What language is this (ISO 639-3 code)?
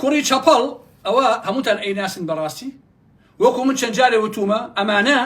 ckb